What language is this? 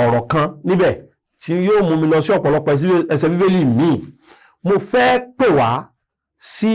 Yoruba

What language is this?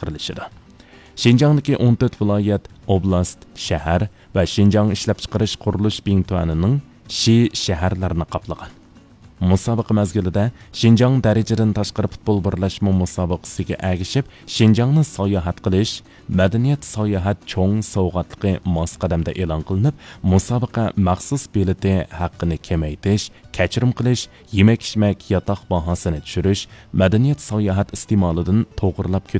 Uyghur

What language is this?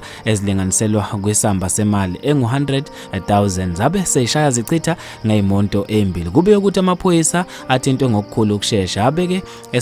Zulu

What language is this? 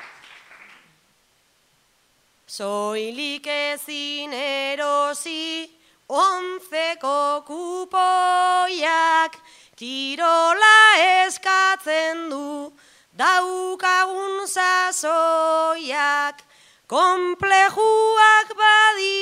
Basque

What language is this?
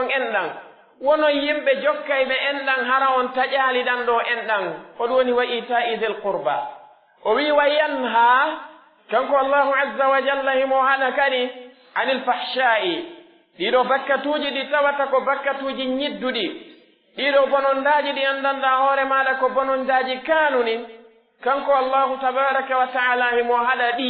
Pular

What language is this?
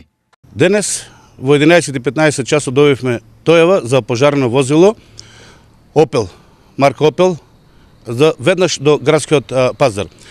Macedonian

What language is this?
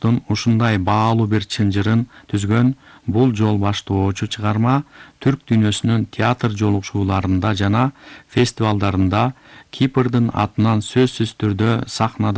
Kyrgyz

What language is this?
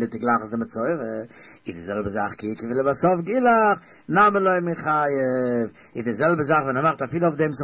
Yiddish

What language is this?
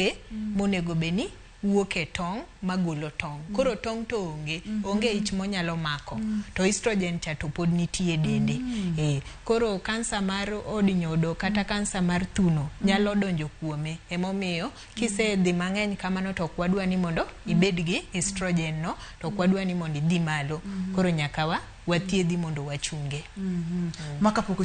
Luo (Kenya and Tanzania)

